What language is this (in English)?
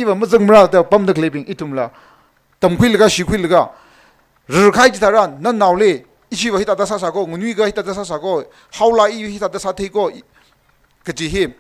Tangkhul Naga (India)